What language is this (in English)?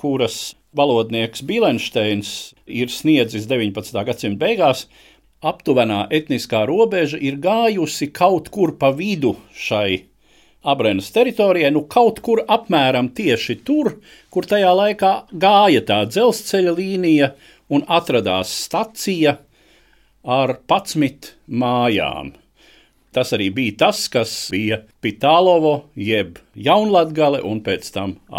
Latvian